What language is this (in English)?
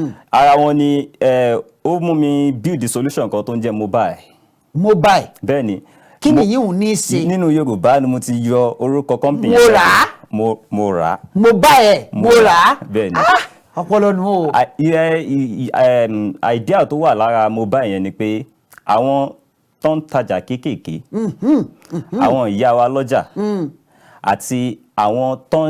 Yoruba